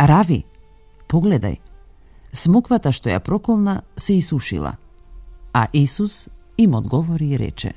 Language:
Macedonian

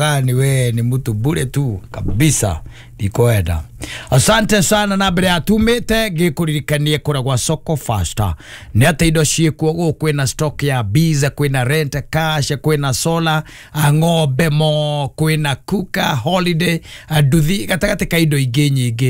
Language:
Kikuyu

